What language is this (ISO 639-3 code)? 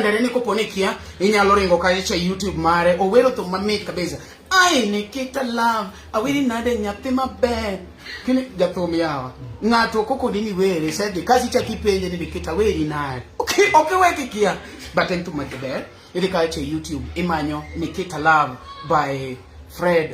luo